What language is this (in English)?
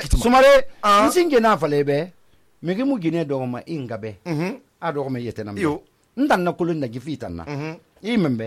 Susu